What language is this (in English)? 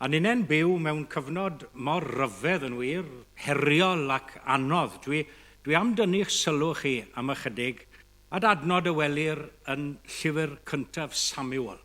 Welsh